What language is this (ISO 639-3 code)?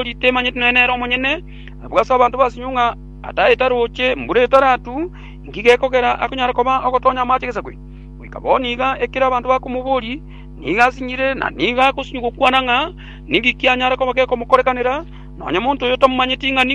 guz